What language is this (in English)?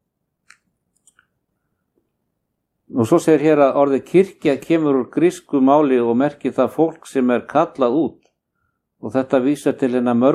Icelandic